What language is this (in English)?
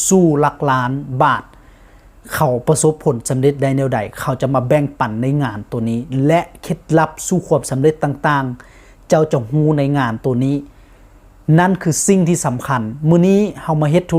Lao